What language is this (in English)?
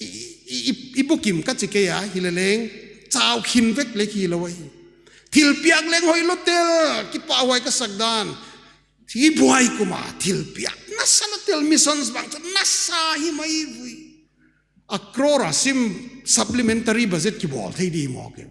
Paite Chin